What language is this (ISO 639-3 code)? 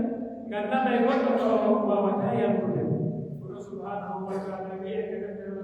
fuf